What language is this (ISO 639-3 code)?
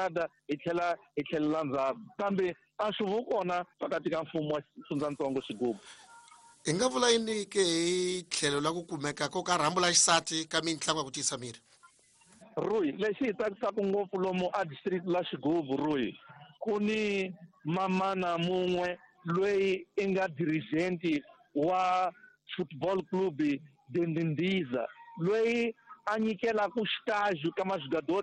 tso